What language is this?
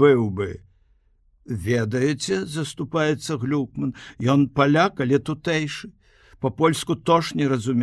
Belarusian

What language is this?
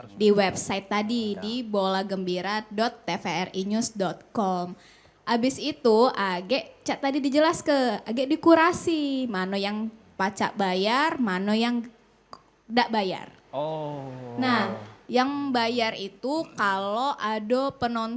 Musi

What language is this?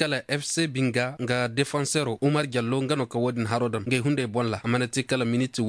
Koyraboro Senni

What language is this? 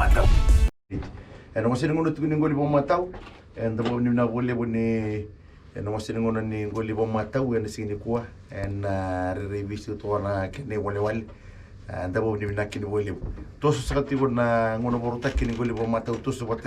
Fijian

